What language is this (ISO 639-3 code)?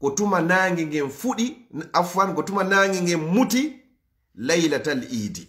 ful